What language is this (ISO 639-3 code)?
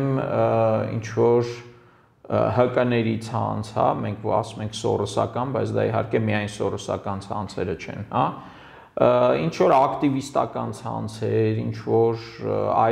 hye